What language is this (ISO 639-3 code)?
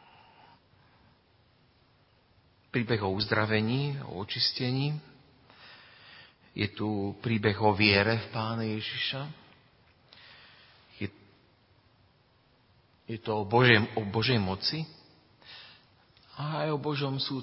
slk